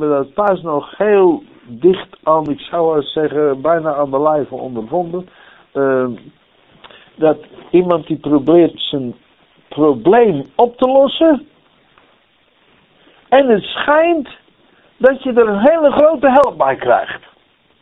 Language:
Dutch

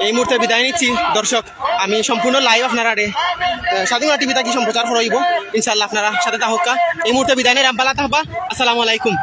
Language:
Sylheti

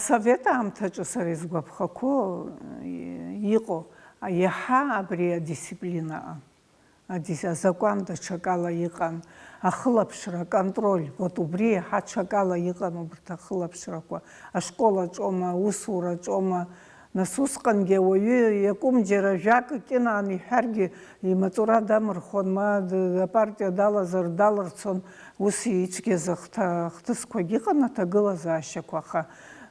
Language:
Abkhazian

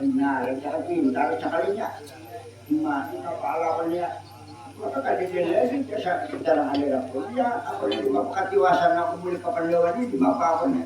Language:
Banjar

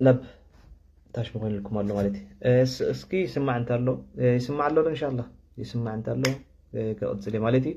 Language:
Tigrinya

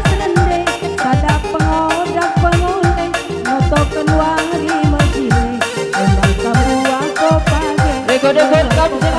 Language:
Batak Karo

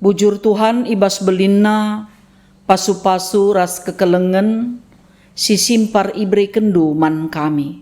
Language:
Batak Karo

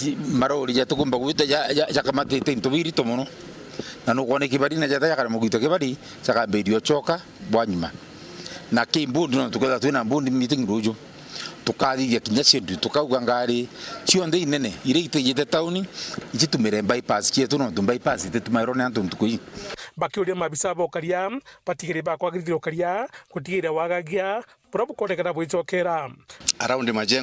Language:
Meru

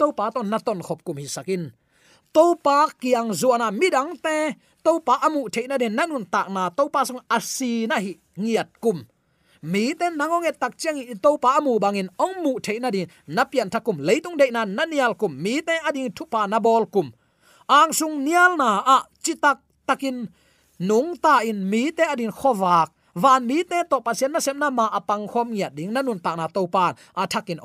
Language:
Tedim Chin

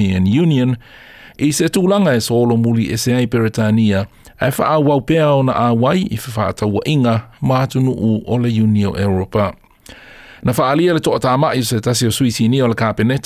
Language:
Samoan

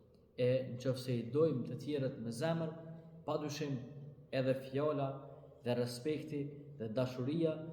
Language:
Albanian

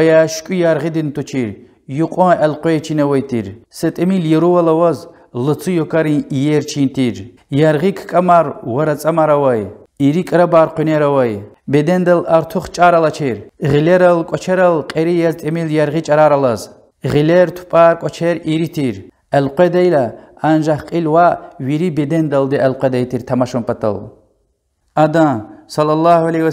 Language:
Lezghian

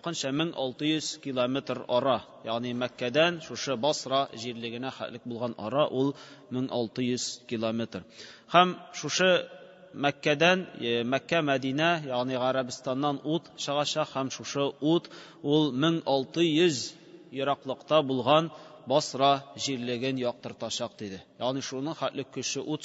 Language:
Tatar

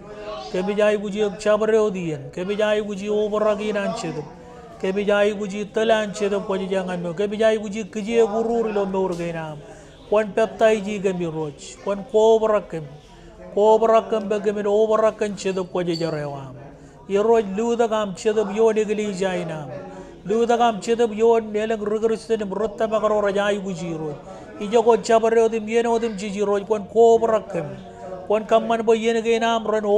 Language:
Marshallese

